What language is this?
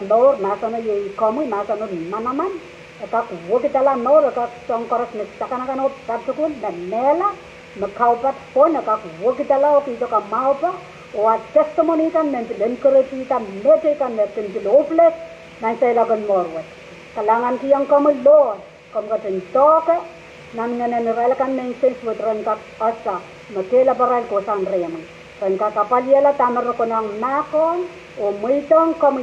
Pohnpeian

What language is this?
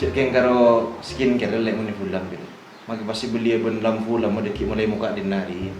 Madurese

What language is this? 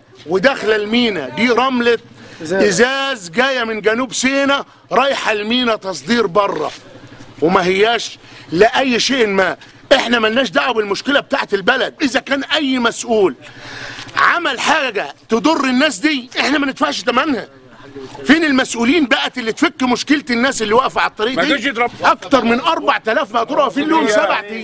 Egyptian Arabic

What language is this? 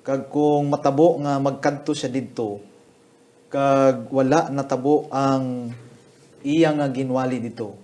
Hiligaynon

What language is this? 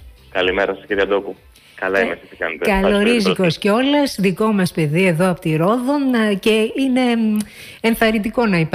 Greek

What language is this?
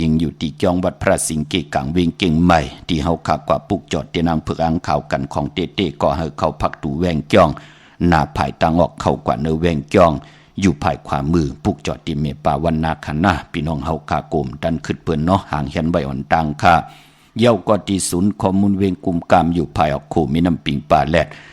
Shan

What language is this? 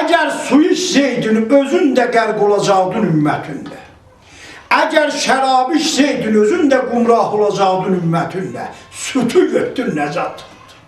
South Azerbaijani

